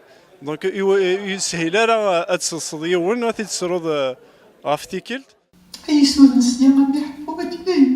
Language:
Kabyle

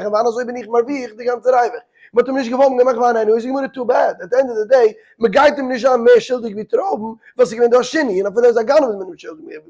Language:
Yiddish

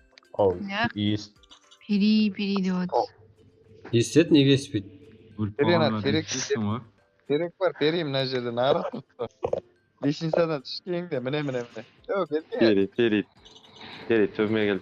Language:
Kara-Kalpak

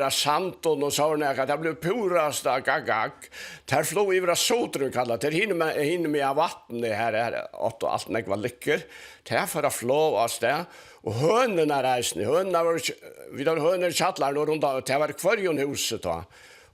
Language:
Faroese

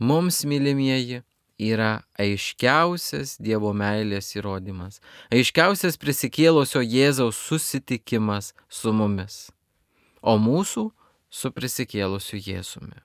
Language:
Lithuanian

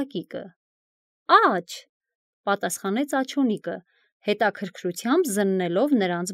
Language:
Armenian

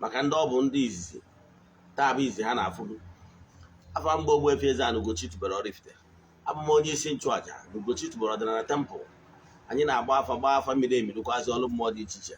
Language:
Igbo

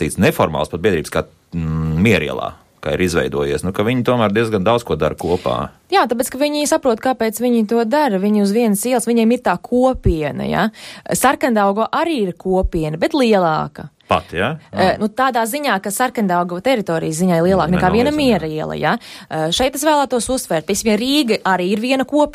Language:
Latvian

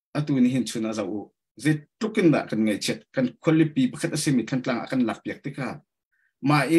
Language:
Hakha Chin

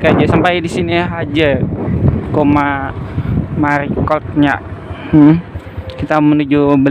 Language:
Banjar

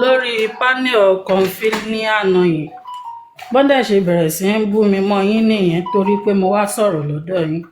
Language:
Yoruba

